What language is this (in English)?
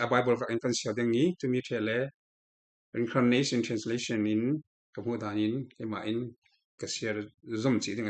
Falam Chin